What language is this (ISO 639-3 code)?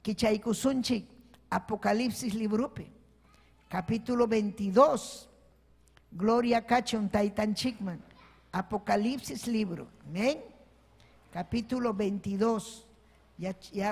quy